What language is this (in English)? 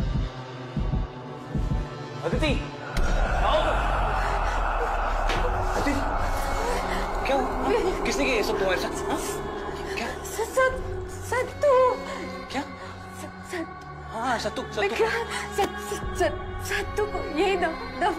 Hindi